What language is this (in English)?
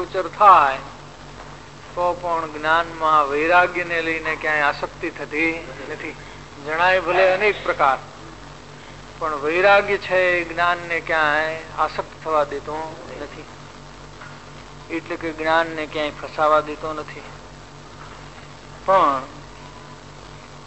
Gujarati